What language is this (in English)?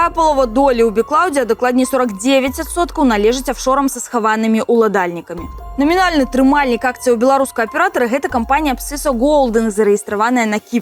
Belarusian